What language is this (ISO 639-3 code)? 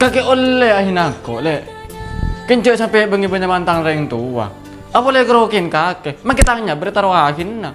mad